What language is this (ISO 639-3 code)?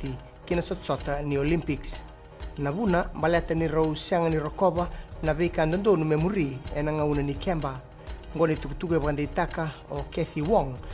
fij